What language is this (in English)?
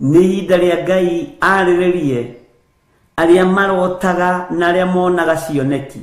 Kikuyu